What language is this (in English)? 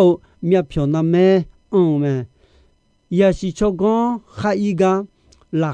Akha